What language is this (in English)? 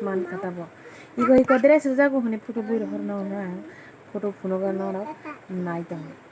Kok Borok